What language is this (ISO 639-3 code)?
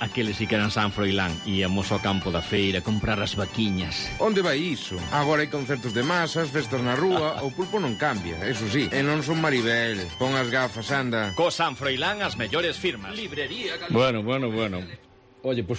glg